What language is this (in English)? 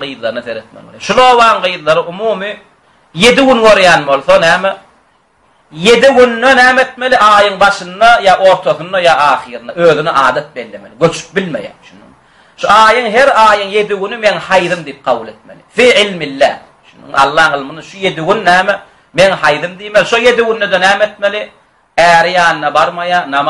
Turkmen